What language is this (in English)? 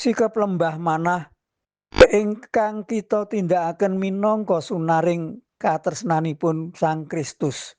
Javanese